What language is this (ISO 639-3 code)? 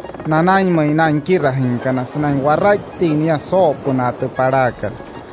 guc